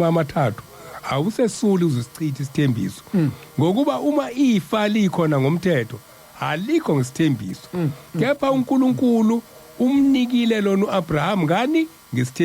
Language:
Zulu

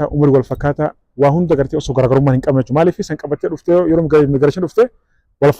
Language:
Oromo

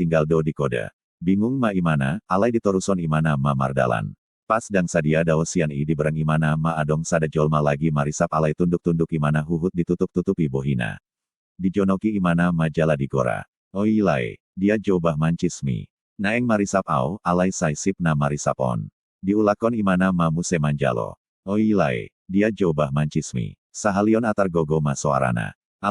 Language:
Batak Toba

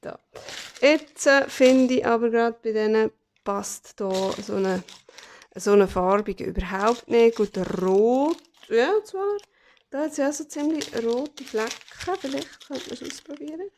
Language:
Swiss German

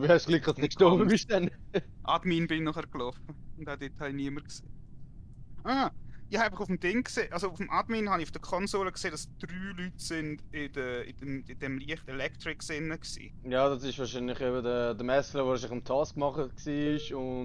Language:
Swiss German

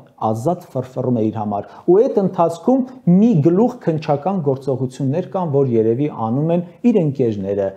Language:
Armenian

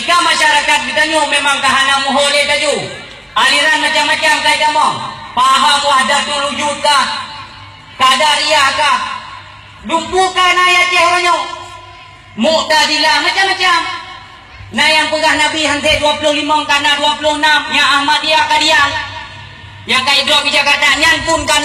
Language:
Achinese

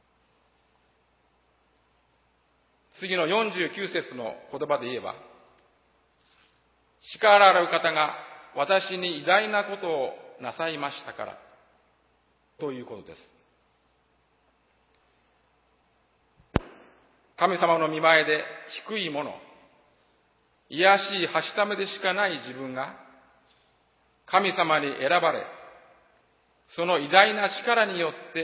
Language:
Japanese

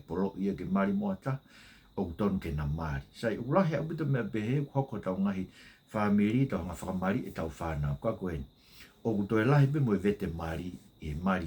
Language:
Tongan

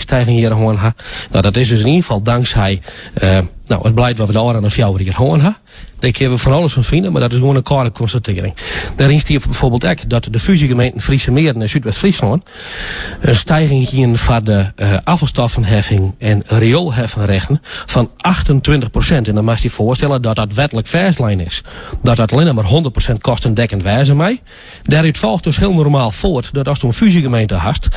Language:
Western Frisian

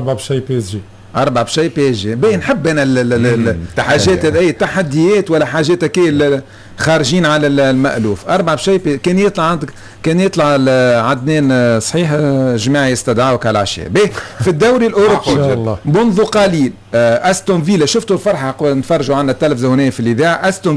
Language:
Tunisian Arabic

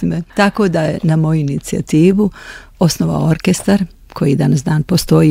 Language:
Bosnian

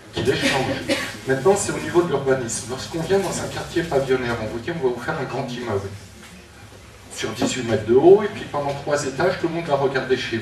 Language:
French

